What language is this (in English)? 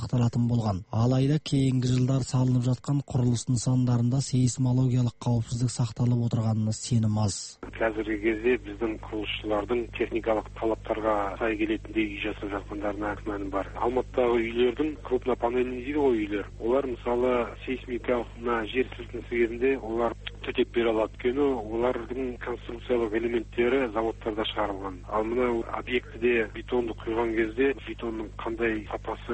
Kazakh